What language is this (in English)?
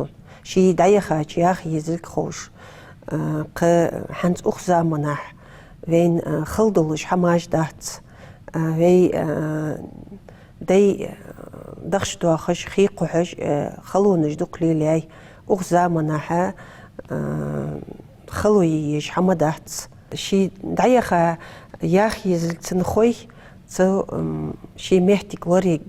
Ingush